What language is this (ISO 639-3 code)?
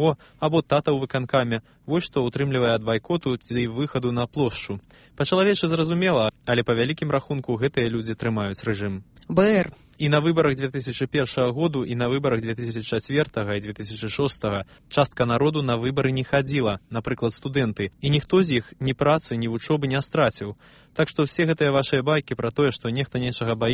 bel